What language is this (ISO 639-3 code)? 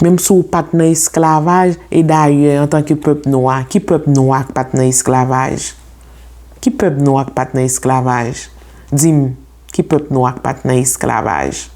hat